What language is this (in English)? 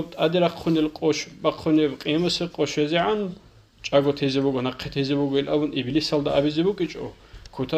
Avaric